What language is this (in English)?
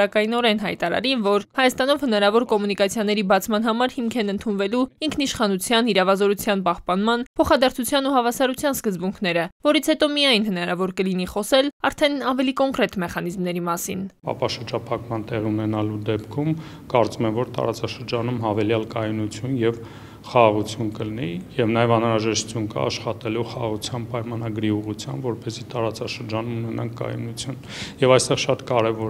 Armenian